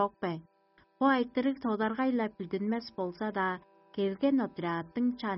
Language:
Tuvinian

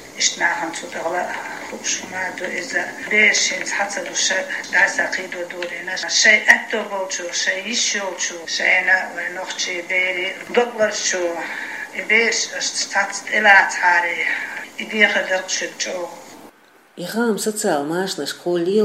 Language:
Chechen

